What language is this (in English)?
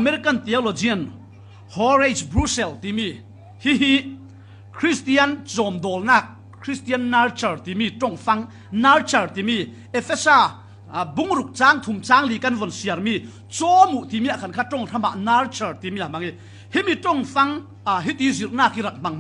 Falam Chin